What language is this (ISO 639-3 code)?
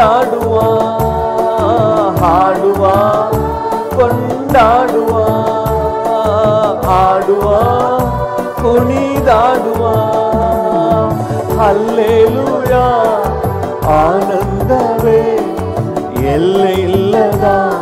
kan